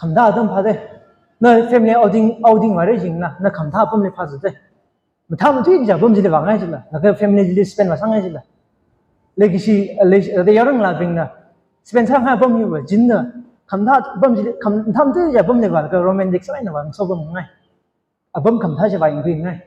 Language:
Tangkhul Naga (India)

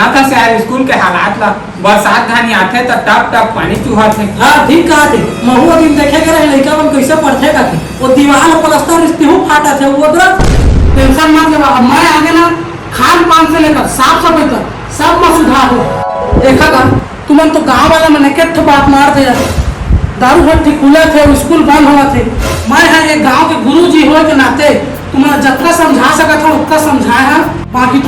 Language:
Chhattisgarhi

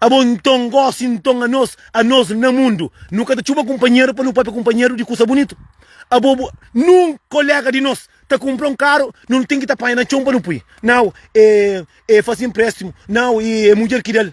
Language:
Kabuverdianu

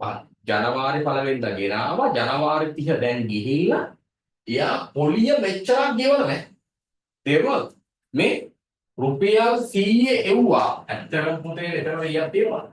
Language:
Sinhala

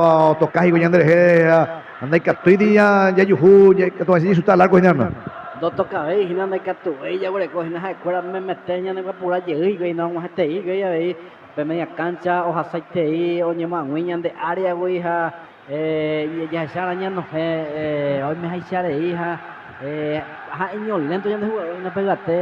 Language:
Guarani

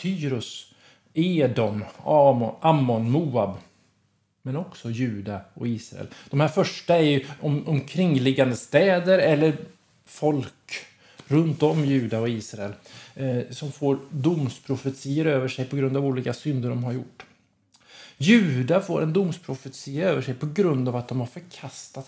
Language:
Swedish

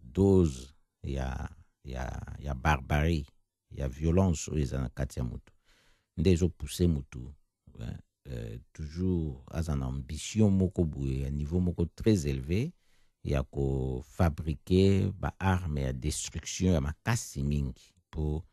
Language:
Lingala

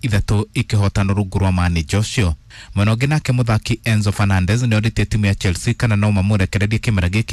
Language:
Kikuyu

